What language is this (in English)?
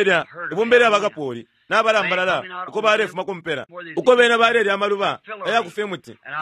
Bemba